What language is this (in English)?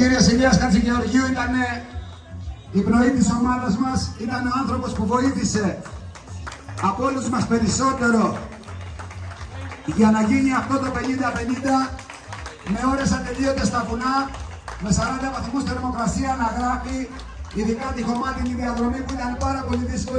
Greek